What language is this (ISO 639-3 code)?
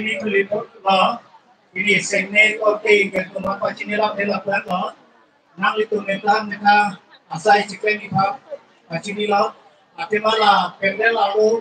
mjw